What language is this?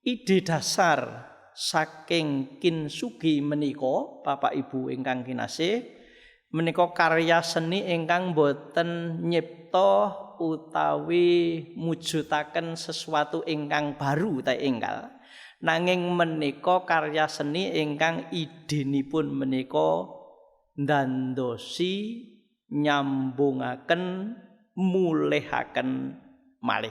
Javanese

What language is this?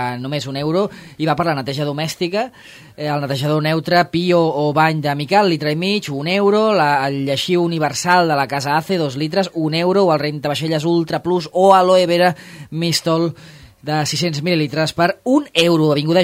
Catalan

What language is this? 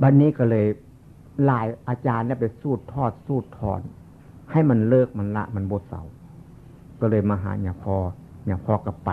Northeastern Thai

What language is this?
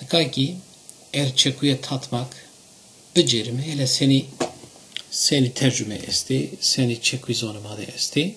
Zaza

